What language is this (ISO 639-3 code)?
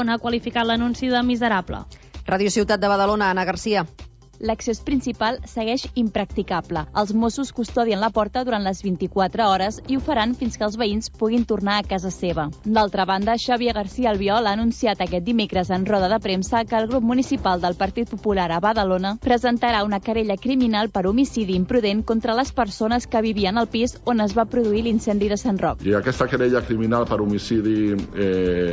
cat